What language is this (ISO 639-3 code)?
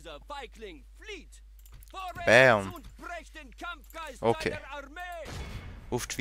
gsw